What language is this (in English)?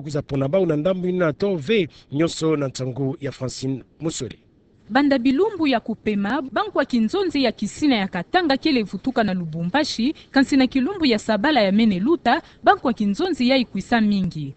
Kituba (Democratic Republic of Congo)